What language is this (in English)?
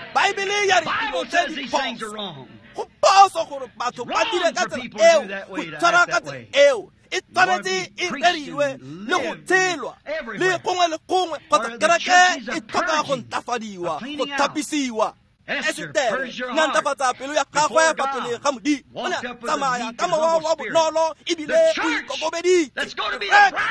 Tswana